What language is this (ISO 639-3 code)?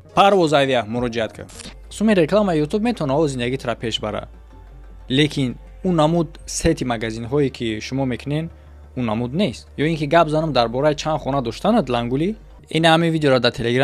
tgk